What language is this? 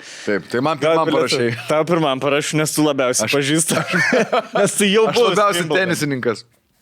Lithuanian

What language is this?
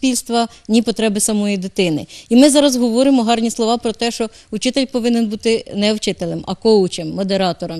Ukrainian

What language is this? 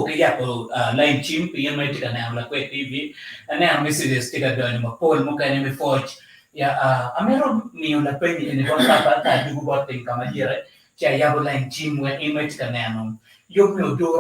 Acoli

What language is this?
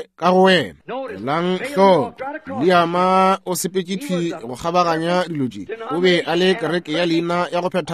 Northern Sotho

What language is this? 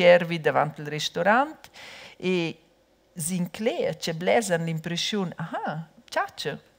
Romansh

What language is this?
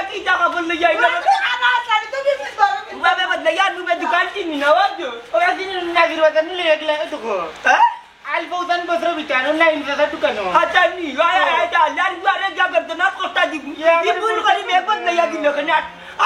Sylheti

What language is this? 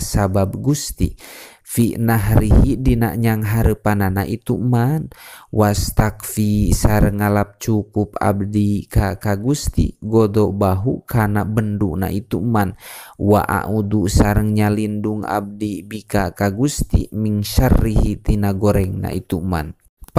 Sundanese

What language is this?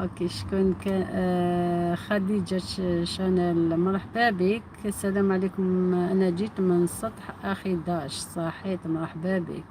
Algerian Arabic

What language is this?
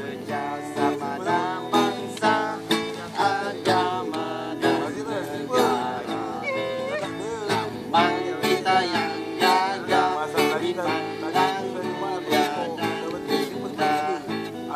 Malay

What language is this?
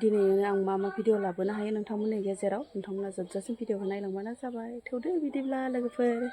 Bodo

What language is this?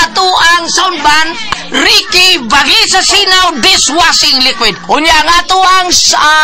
Cebuano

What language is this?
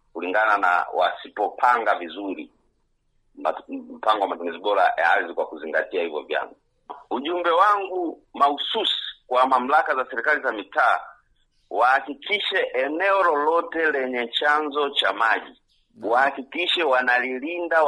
Swahili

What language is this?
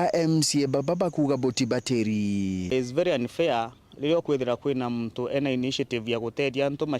Meru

